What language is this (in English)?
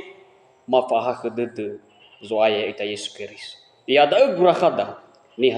Nias